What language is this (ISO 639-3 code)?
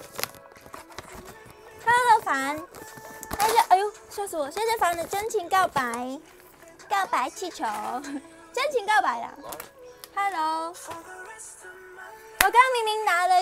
zho